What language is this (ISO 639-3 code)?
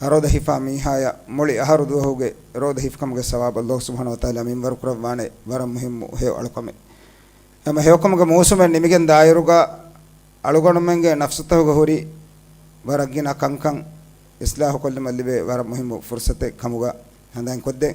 div